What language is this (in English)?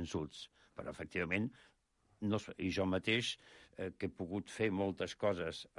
Catalan